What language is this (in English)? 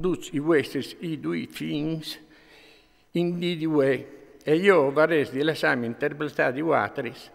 Friulian